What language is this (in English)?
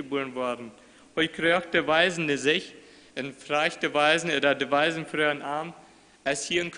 Plautdietsch